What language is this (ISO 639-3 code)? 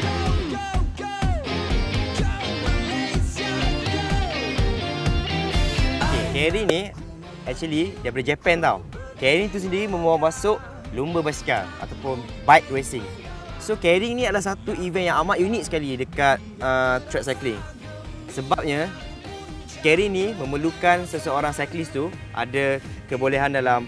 msa